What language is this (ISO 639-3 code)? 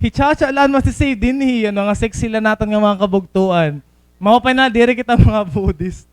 war